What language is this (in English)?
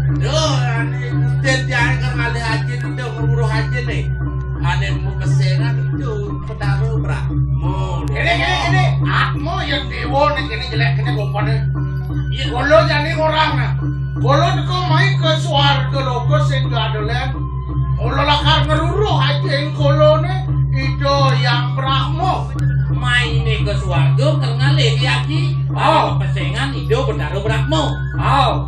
Balinese